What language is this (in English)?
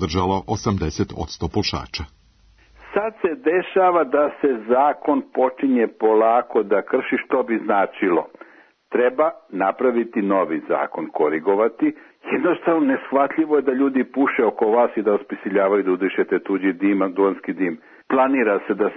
Serbian